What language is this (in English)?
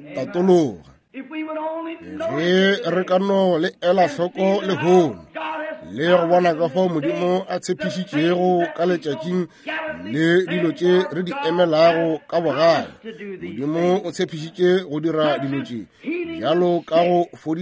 Northern Sotho